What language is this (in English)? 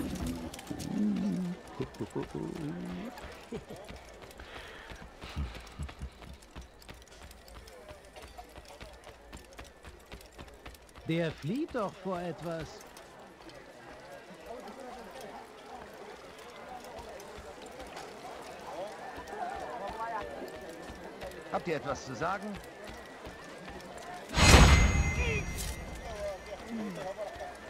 German